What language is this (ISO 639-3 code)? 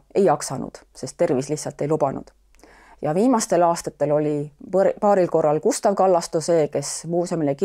est